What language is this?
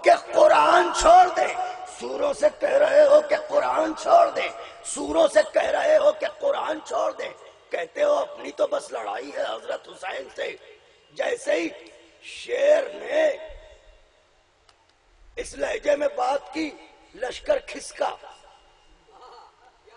Urdu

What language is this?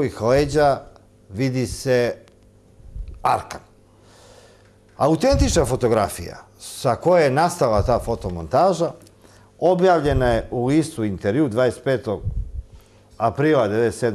Serbian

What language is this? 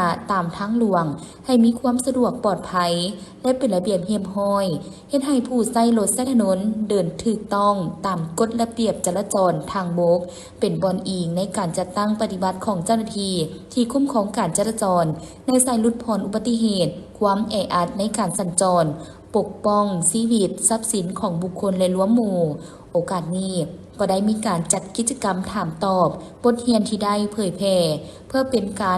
Lao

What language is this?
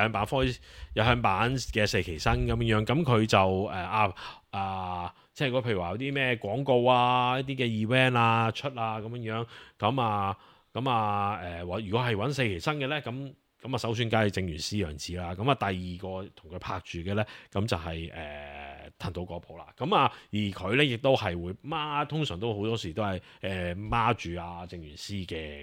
Cantonese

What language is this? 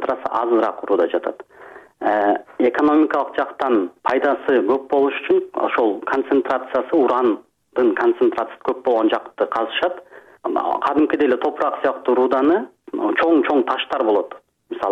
Kyrgyz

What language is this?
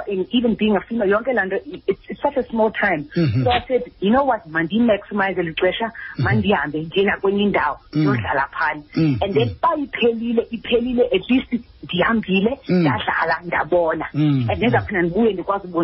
Xhosa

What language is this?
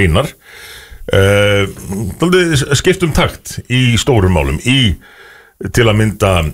Icelandic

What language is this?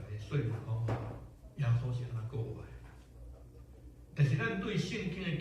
Min Nan Chinese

